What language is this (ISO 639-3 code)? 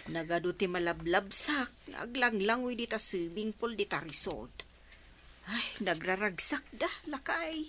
ilo